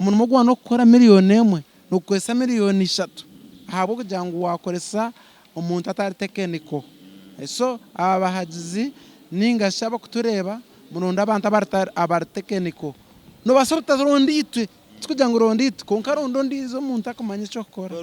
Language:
Nyankole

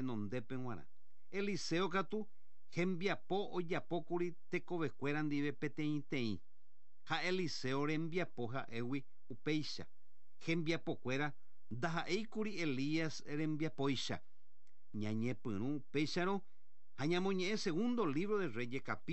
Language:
Guarani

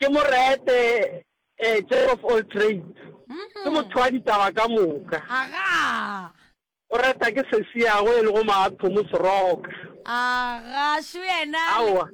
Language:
Northern Sotho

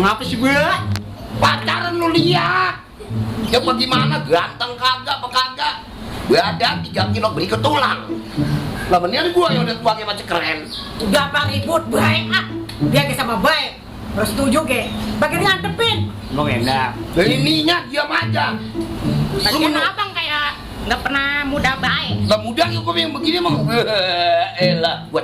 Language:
Betawi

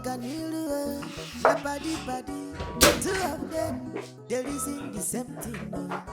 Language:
Nigerian Pidgin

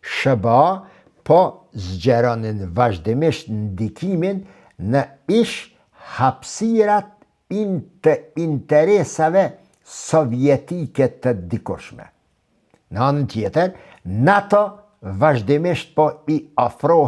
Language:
Albanian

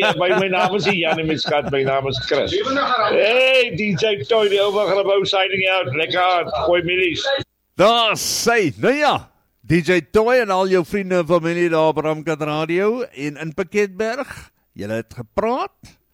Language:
Afrikaans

